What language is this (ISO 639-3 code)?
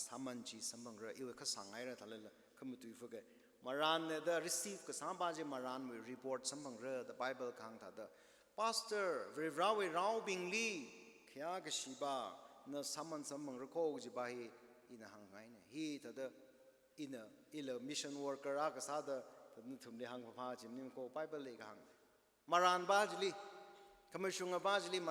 nmf